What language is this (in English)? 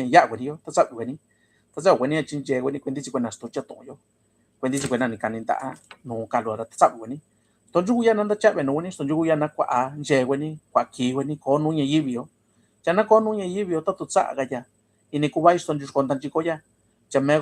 Mixtepec Mixtec